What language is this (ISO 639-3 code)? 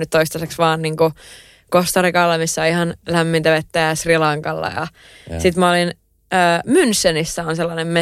fin